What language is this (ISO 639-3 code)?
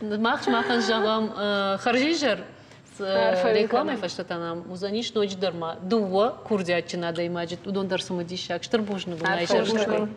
oss